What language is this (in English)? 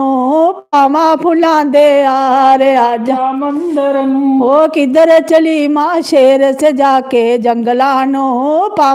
Dogri